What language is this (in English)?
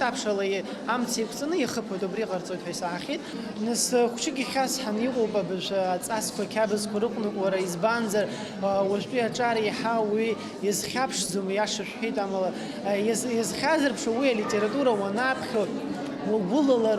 Abkhazian